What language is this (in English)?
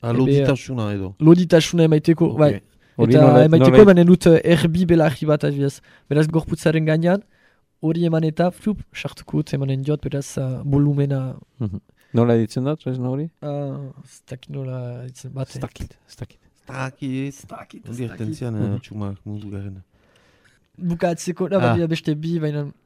Basque